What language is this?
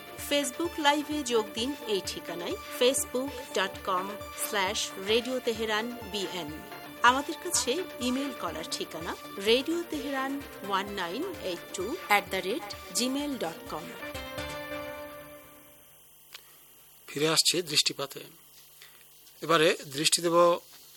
Bangla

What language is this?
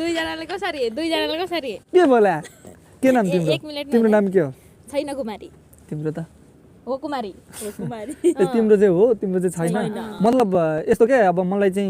Nepali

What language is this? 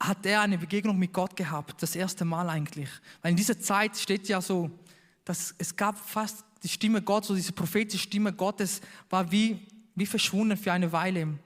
Swiss German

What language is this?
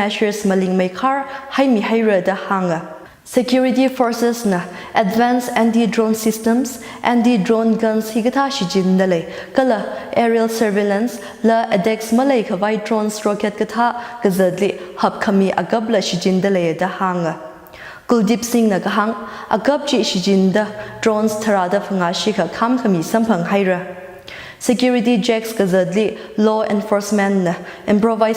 Tangkhul Naga (India)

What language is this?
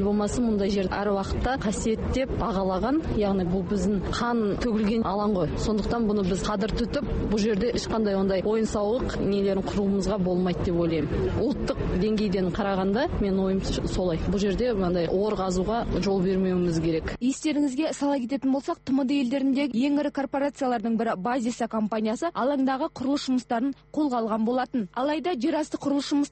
Kazakh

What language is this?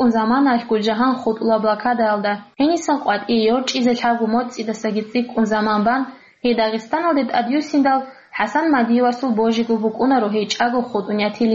Avaric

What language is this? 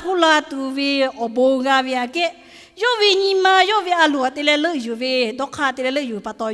Lahu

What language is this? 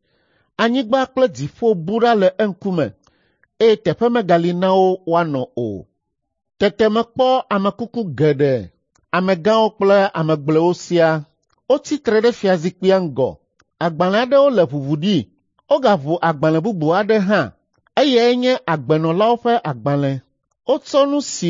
Ewe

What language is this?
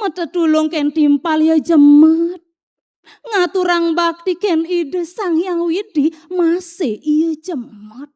Balinese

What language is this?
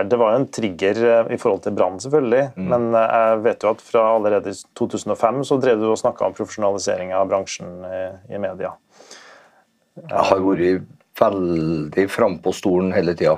Norwegian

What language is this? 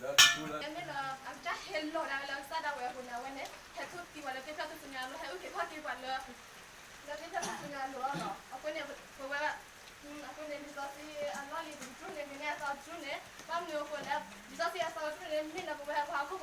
S'gaw Karen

